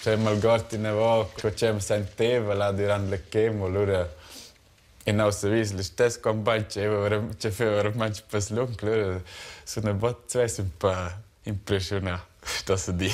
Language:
Romansh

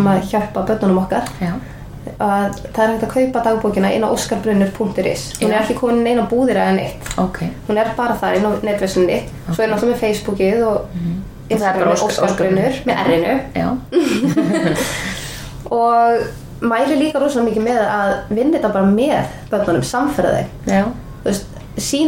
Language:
Icelandic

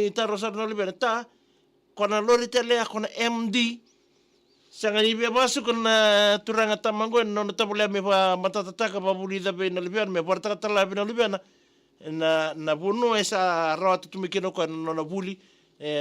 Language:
Fijian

